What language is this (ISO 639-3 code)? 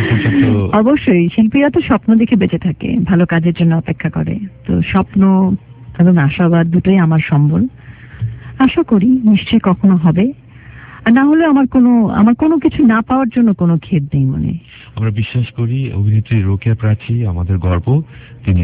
ben